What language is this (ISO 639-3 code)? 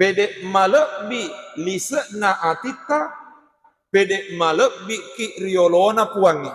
bug